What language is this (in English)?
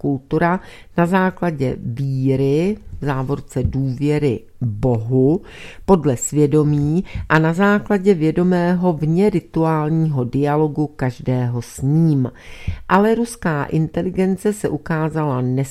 Czech